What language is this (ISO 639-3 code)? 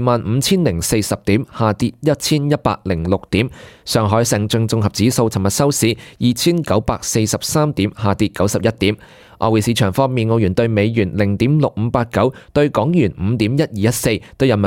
yue